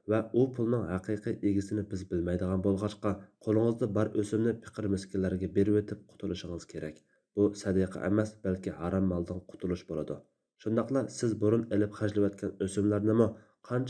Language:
Uyghur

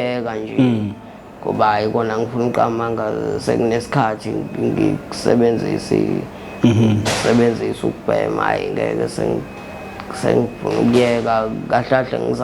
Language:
Zulu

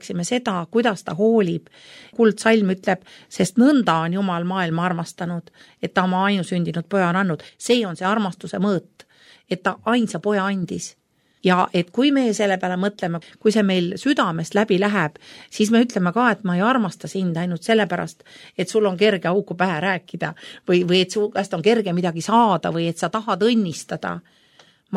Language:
Estonian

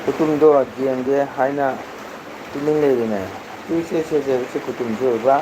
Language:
Manipuri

